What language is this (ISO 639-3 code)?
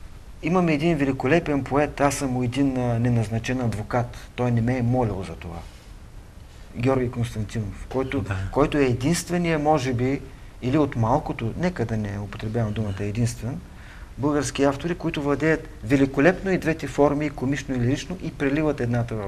bul